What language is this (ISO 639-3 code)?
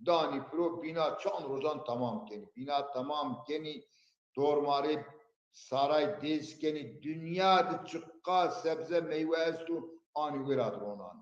zza